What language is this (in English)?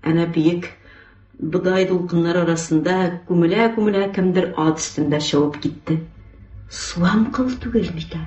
Tatar